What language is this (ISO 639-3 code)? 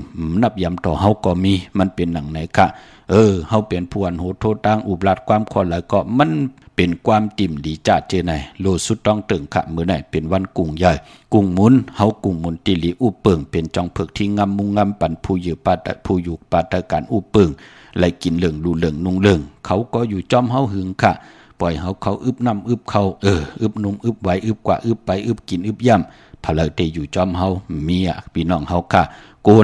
shn